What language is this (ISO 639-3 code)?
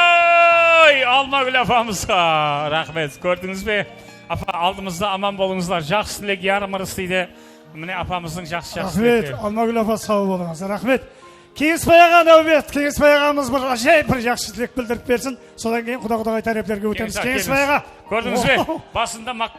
kaa